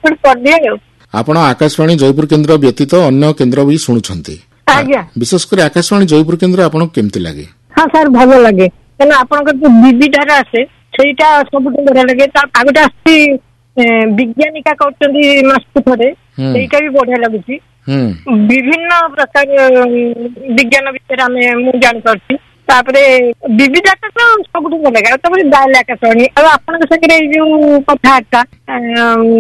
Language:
Odia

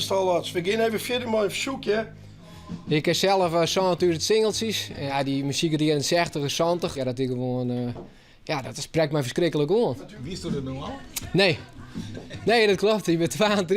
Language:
Western Frisian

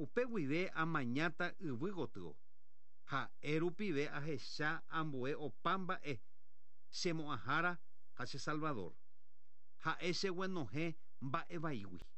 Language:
Guarani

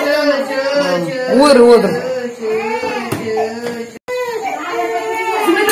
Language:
Kannada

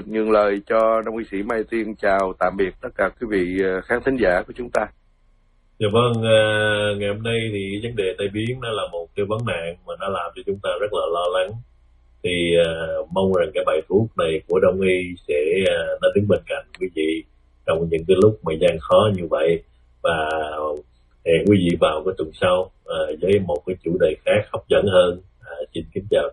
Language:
Vietnamese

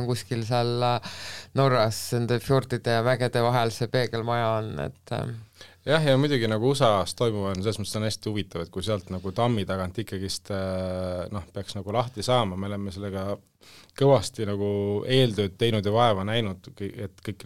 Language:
Estonian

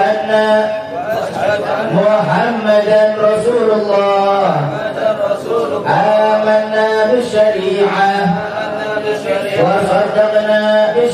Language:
Arabic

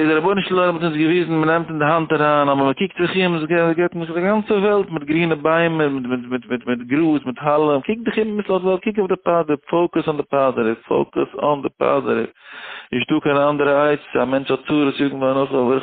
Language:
Yiddish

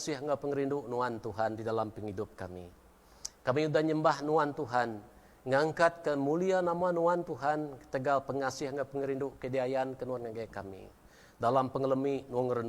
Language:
Iban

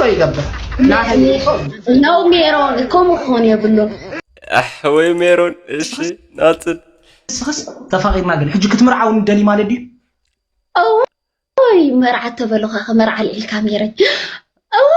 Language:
Tigrinya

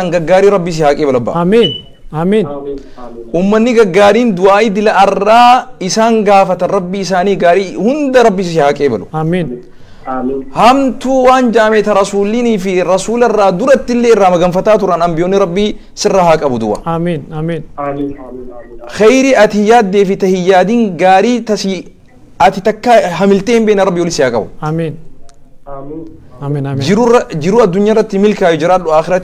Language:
Oromo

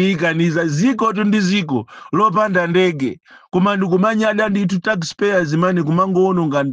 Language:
Nyanja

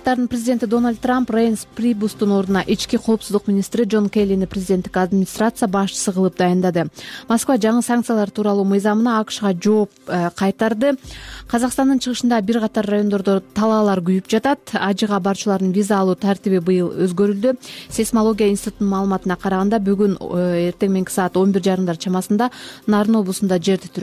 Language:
Kyrgyz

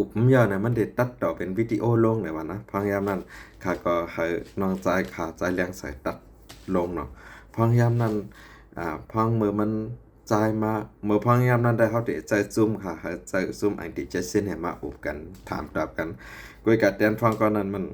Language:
Shan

